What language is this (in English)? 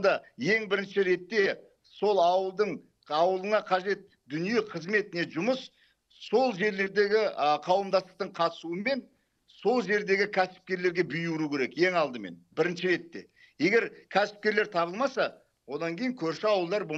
Kazakh